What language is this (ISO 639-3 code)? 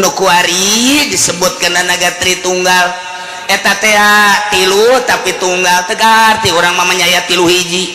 sun